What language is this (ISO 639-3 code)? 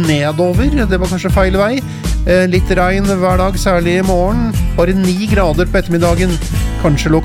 nor